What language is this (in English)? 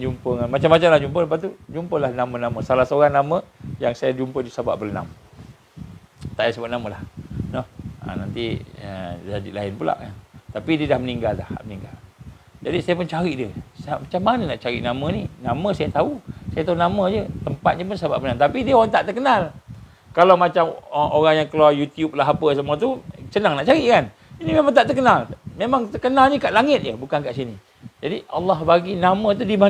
Malay